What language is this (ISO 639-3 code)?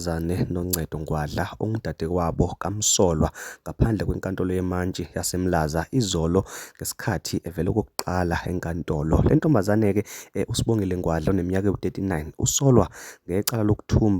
zul